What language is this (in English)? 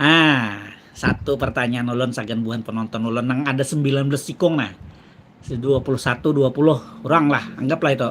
Banjar